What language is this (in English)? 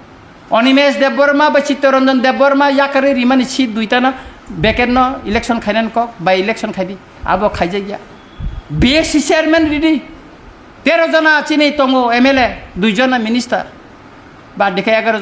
Kok Borok